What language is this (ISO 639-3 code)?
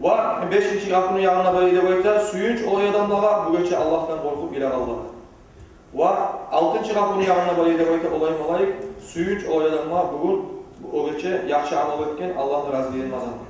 kum